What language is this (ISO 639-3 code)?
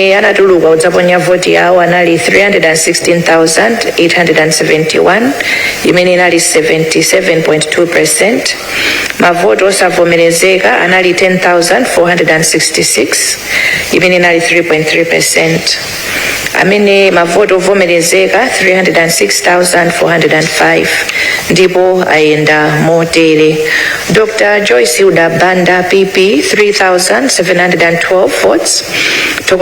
nya